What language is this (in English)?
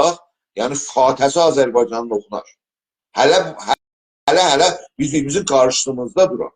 South Azerbaijani